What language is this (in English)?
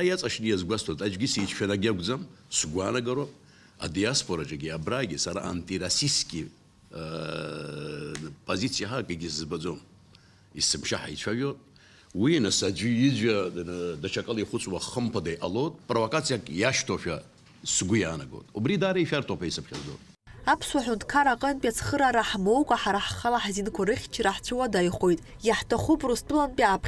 Abkhazian